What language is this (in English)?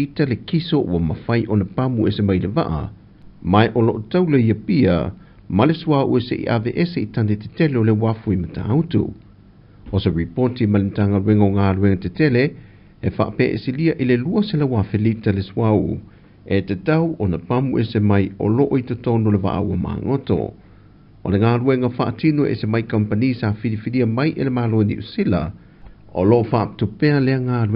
Samoan